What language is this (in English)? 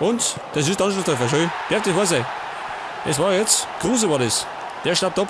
Bavarian